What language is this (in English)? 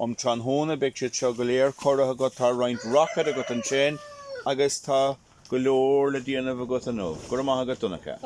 Irish